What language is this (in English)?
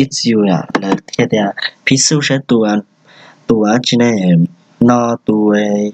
Hmong